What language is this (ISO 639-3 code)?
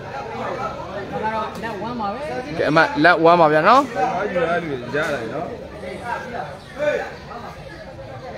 mya